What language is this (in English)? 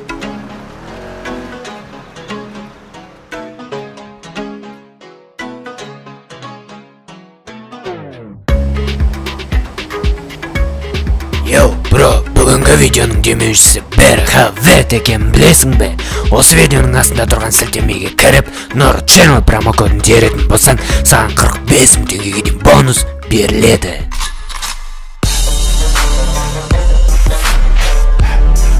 Kazakh